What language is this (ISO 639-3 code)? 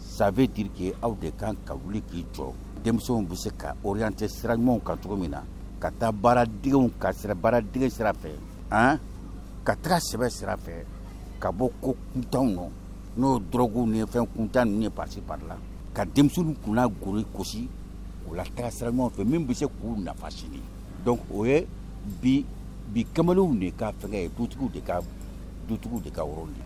bam